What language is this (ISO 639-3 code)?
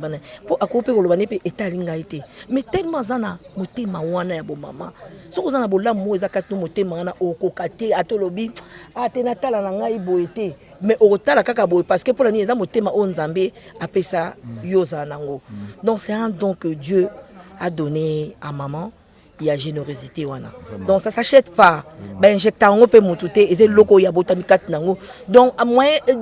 lin